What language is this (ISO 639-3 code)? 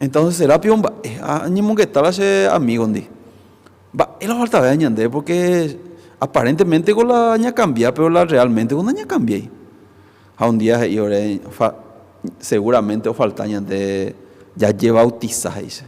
grn